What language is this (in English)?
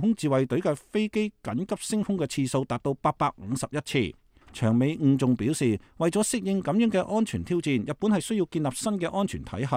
Cantonese